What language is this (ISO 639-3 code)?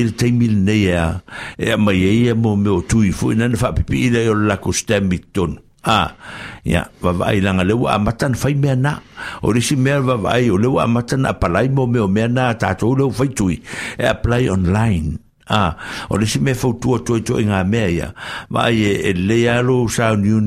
smo